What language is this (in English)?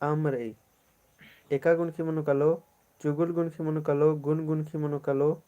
Kurukh